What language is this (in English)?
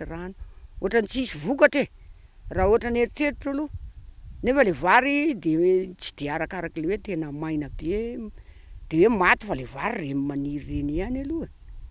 Malagasy